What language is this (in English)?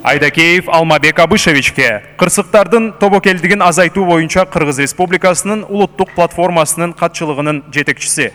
Kyrgyz